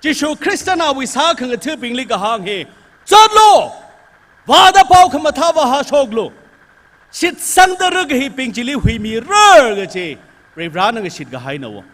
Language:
Tangkhul Naga (India)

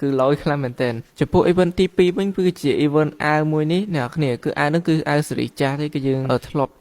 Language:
Khmer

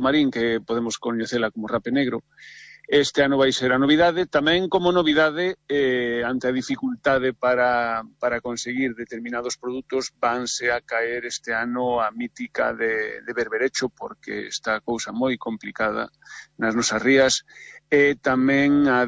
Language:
Galician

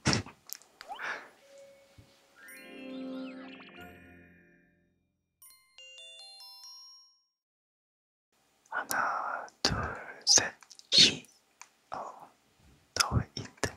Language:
Korean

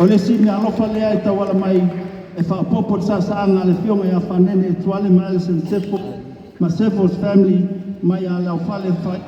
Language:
Samoan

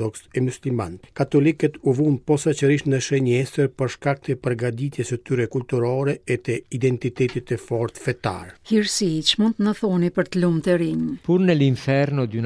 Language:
Albanian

